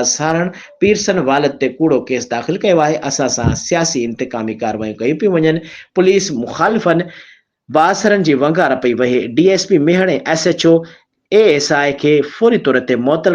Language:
Sindhi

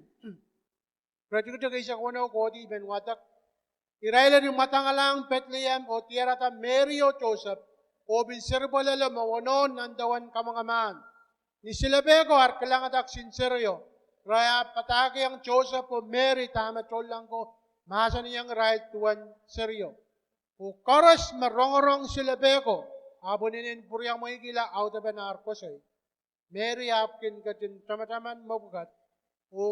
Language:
Pohnpeian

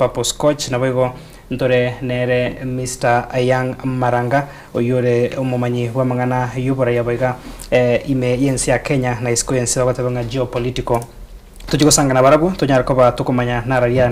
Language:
Gusii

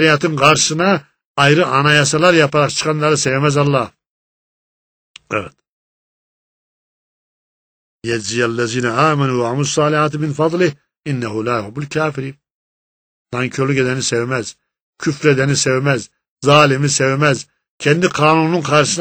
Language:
Turkish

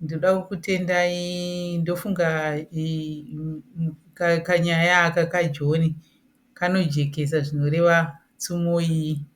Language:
Shona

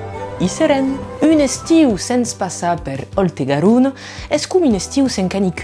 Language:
Occitan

